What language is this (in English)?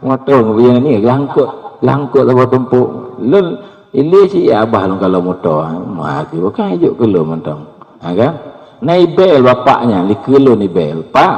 Achinese